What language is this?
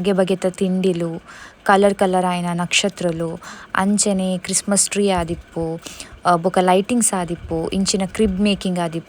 Tulu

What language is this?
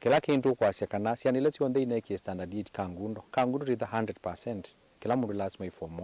Kamba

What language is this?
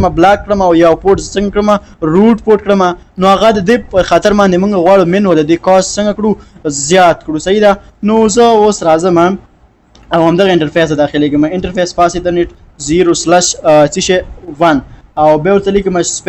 Pashto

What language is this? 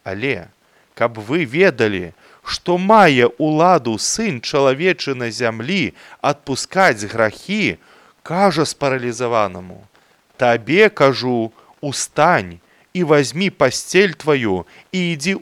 Belarusian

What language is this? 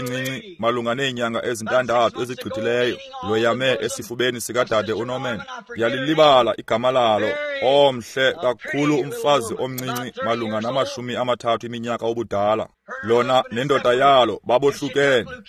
Xhosa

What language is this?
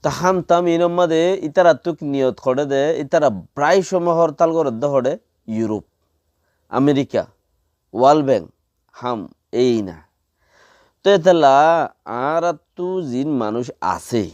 Rohingya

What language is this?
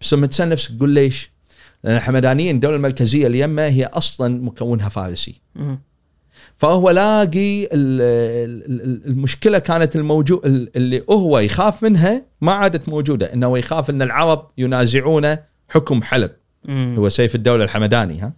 Gulf Arabic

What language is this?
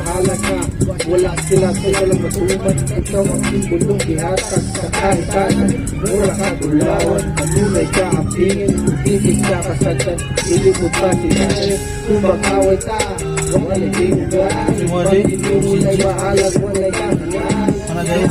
Cebuano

